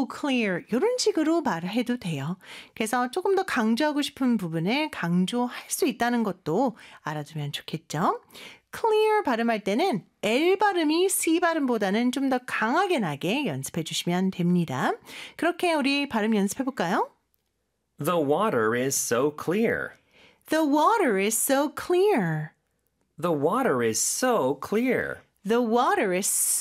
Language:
Korean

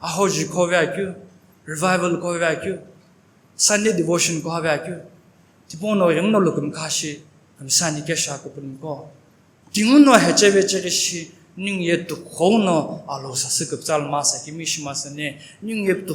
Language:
Sumi Naga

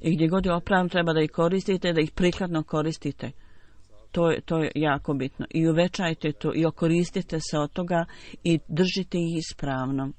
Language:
Bosnian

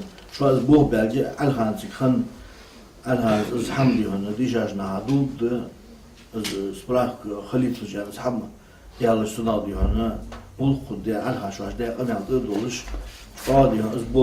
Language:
Ingush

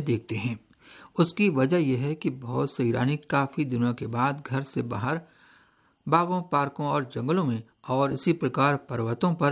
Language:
Hindi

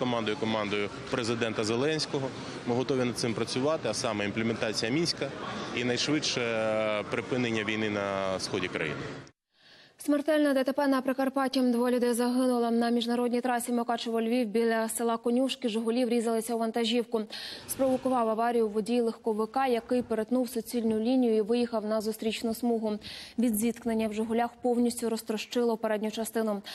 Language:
Ukrainian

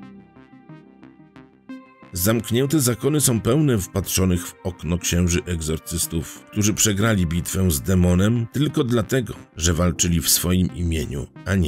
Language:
Polish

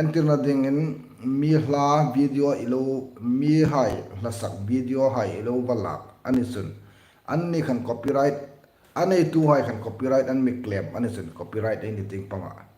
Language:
Hmar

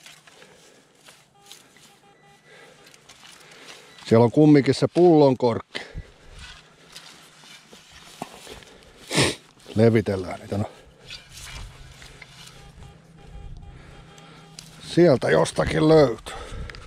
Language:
Finnish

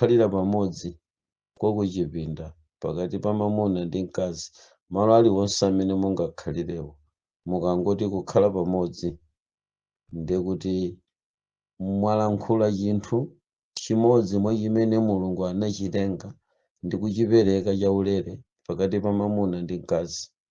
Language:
Nyanja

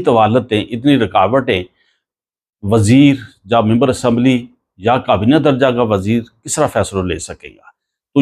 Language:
Gujari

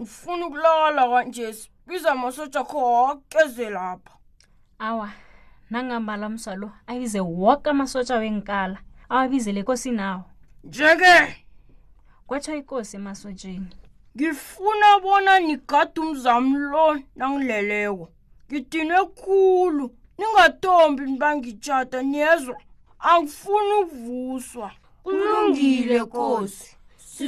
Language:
South Ndebele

